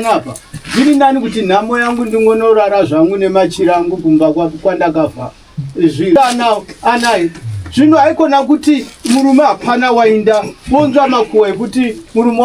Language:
Shona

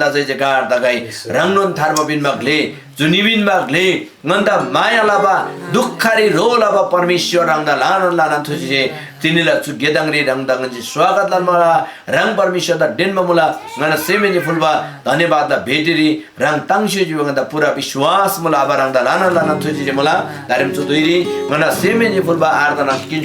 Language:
Eastern Tamang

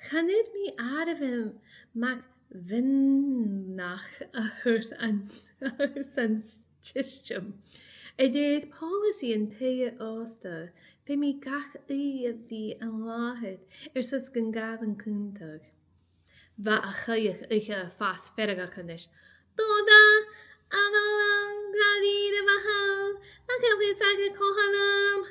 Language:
Scottish Gaelic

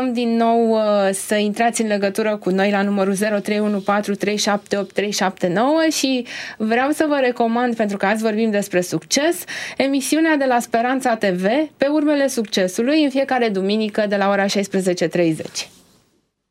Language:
Romanian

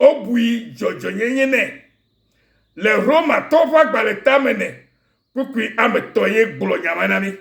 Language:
Ewe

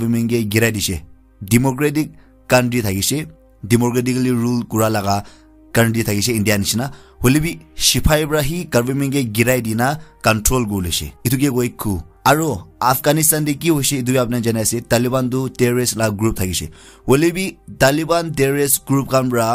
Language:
Naga Pidgin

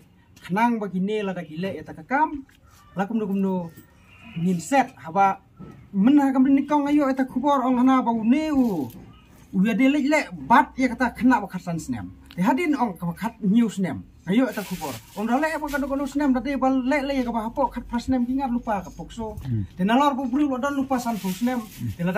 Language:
Khasi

